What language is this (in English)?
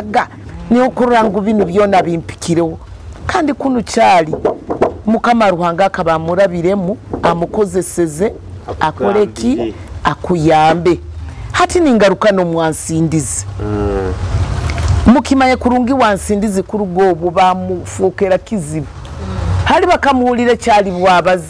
Nyoro